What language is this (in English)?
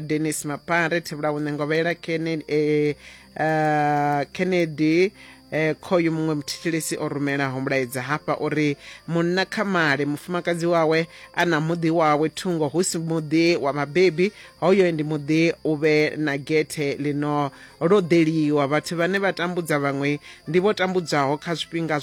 Venda